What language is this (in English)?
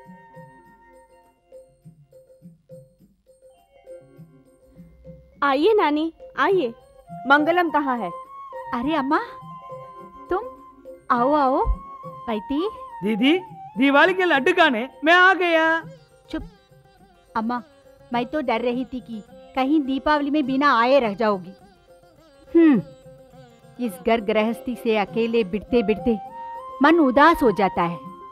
Hindi